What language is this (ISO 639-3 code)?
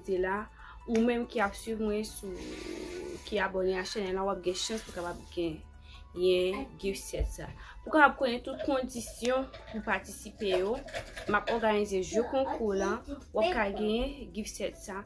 hat